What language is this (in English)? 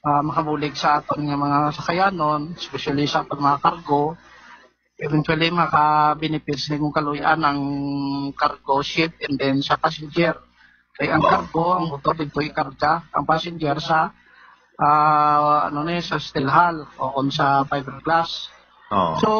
Hiligaynon